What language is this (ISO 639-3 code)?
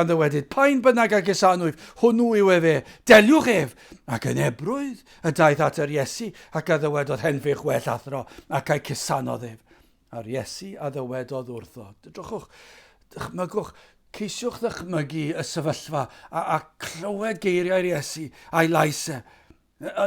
cym